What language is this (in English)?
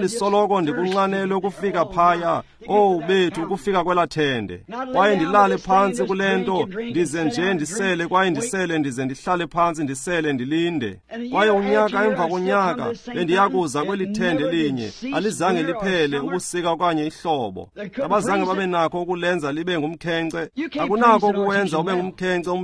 Xhosa